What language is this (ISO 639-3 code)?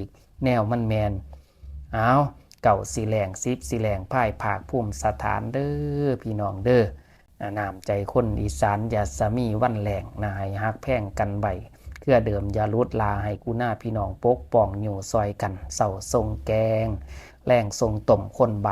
tts